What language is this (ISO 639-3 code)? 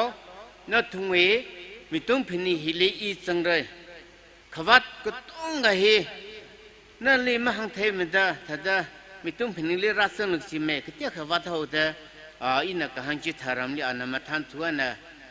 nmf